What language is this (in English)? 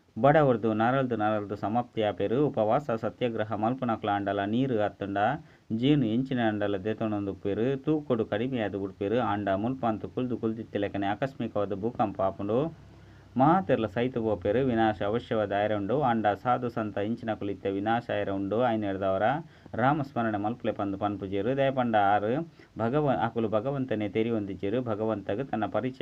Tulu